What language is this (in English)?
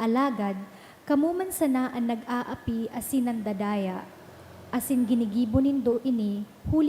Bikol